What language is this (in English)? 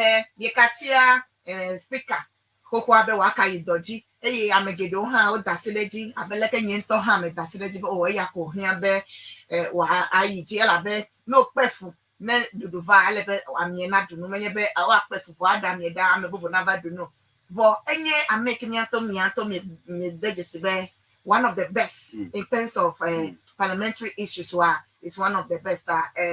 Ewe